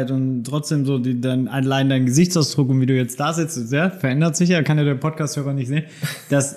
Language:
German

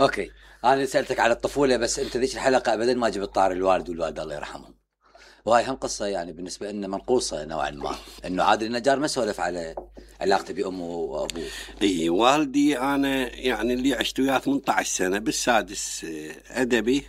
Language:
Mesopotamian Arabic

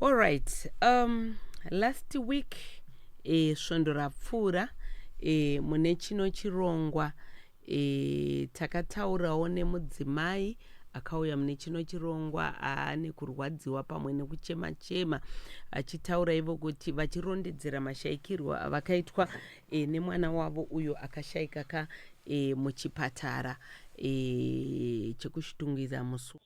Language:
Shona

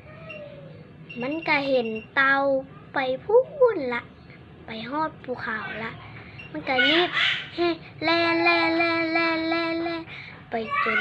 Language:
Lao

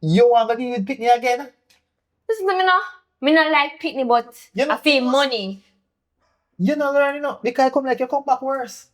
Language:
Jamaican Creole English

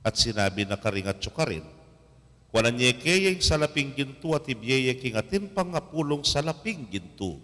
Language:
Pampanga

